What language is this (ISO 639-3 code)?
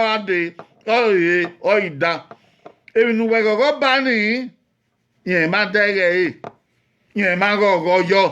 bin